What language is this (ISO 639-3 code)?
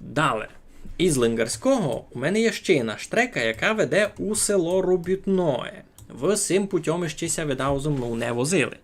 rue